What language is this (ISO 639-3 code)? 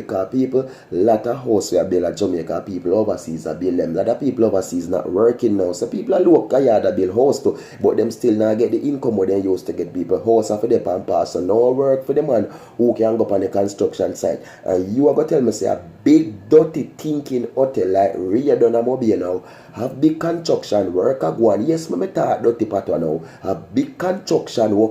jam